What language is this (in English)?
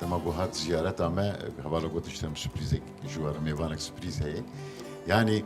Kurdish